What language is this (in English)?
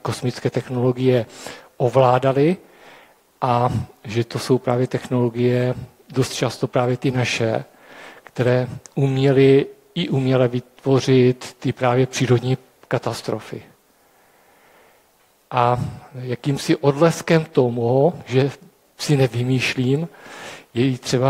Czech